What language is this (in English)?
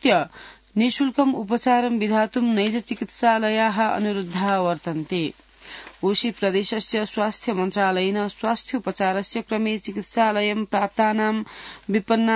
Sanskrit